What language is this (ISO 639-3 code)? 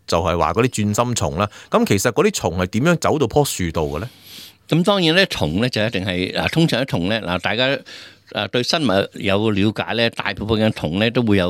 yue